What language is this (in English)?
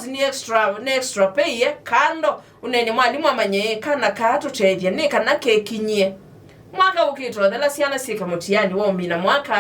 Kamba